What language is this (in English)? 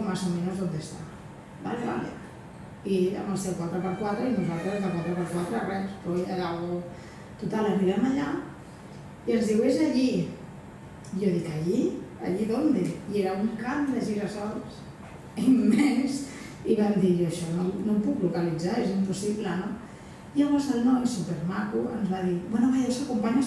Catalan